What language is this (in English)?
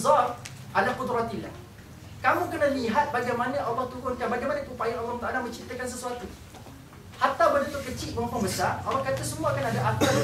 Malay